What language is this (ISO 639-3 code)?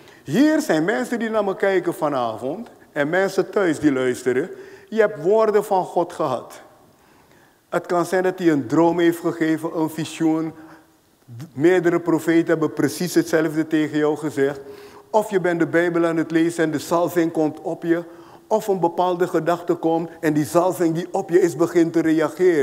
nld